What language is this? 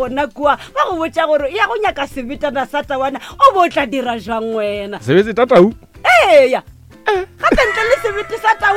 Northern Sotho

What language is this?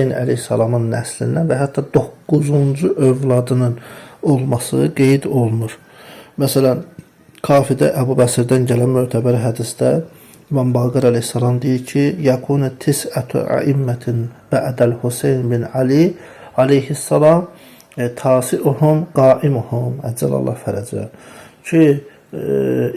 Azerbaijani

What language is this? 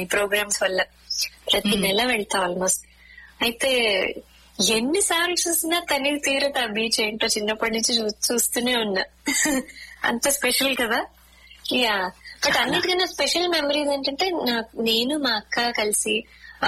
Telugu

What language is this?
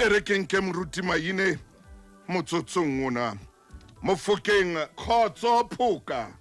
Southern Sotho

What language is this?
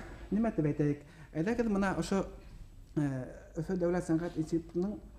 Bashkir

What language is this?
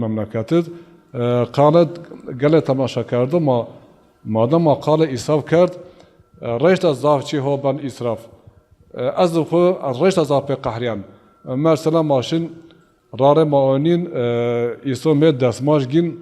Zaza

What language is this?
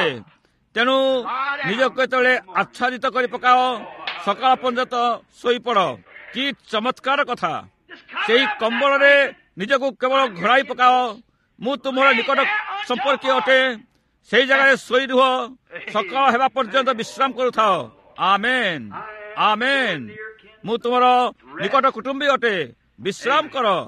Odia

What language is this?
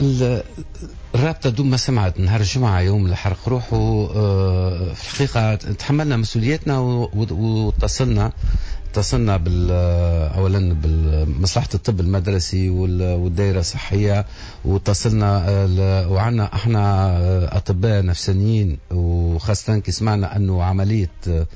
Tunisian Arabic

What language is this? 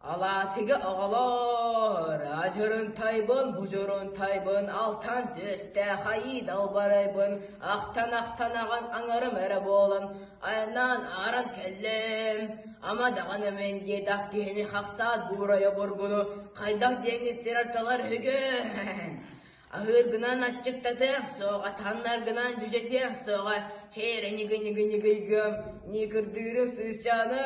Yakut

